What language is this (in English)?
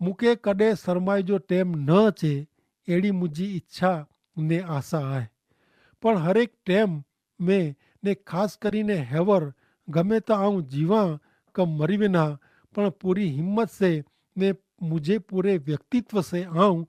Kachhi